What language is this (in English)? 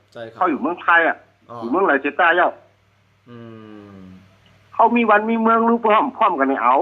Shan